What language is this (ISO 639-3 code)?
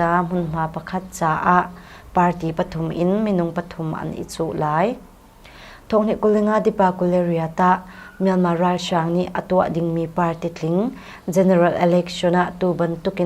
cnh